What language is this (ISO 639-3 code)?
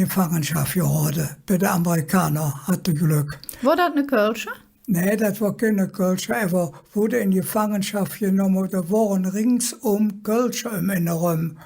ksh